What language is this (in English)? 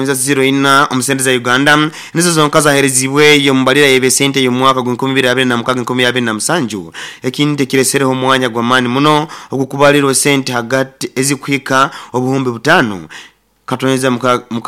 Nyankole